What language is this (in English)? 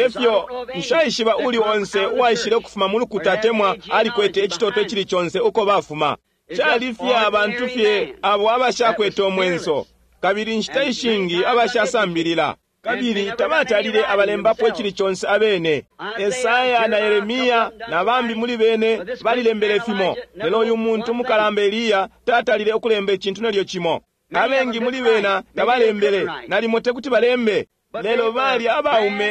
Bemba